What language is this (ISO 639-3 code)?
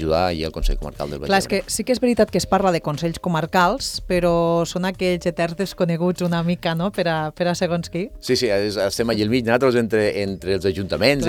cat